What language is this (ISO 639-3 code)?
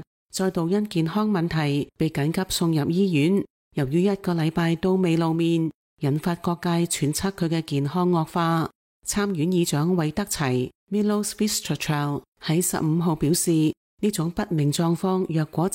yue